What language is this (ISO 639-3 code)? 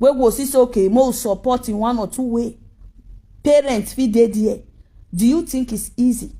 pcm